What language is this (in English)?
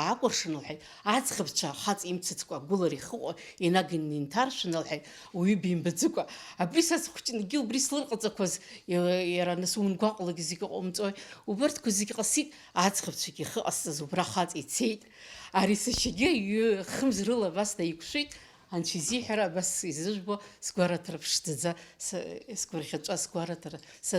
Abkhazian